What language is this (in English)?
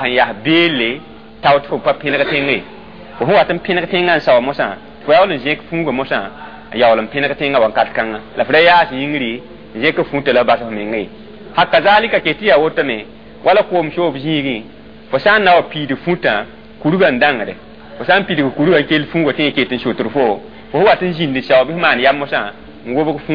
Mossi